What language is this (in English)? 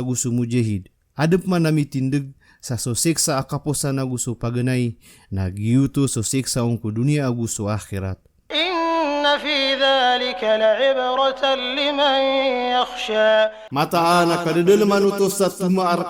Maranao